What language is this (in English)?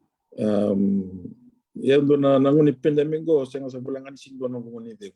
Fijian